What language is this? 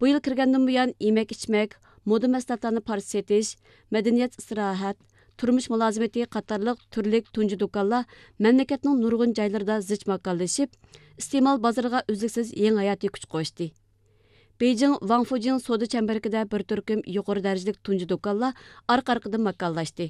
Uyghur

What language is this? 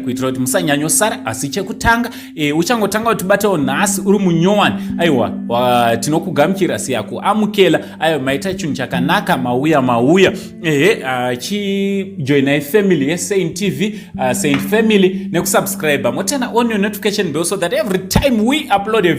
Shona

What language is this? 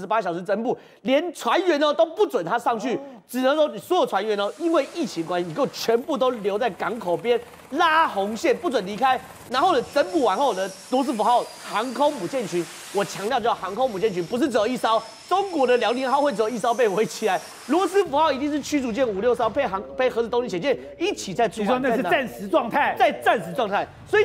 Chinese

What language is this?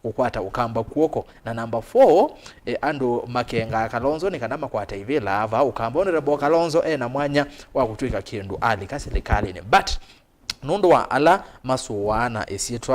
Kamba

